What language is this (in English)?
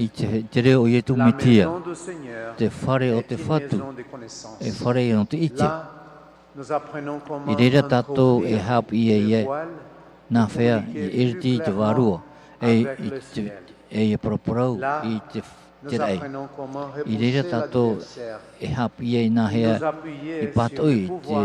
Tahitian